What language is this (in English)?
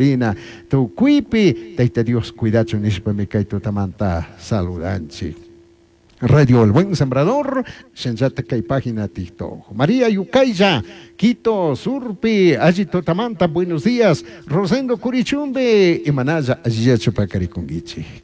Chimborazo Highland Quichua